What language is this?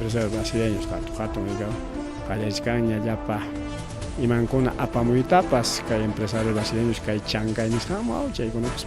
Ayacucho Quechua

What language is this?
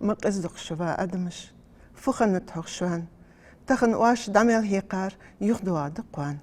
Ingush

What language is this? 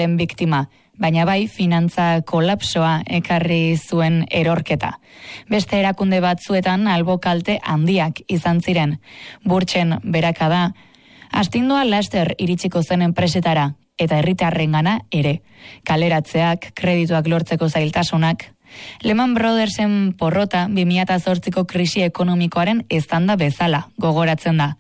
Basque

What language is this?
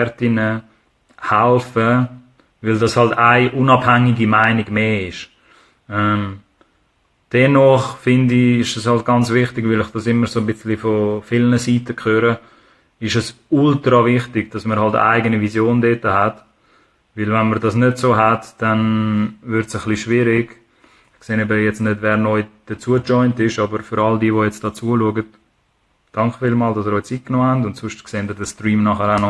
Swiss German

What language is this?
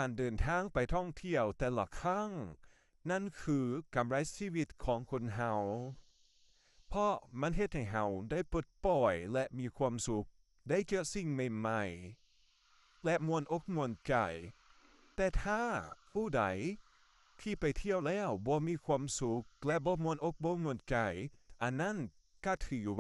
Lao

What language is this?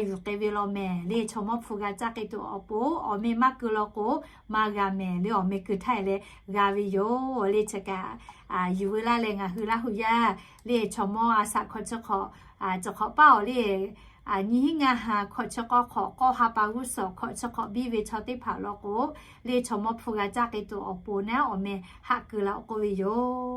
Lahu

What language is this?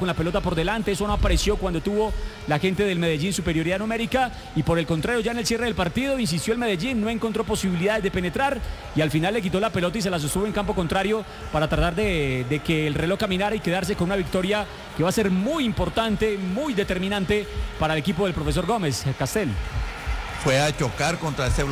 Spanish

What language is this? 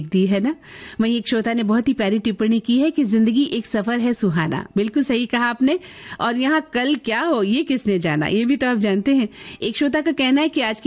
Hindi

